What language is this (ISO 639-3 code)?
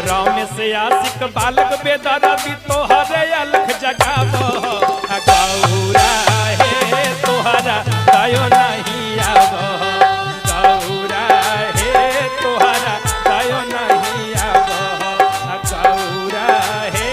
mag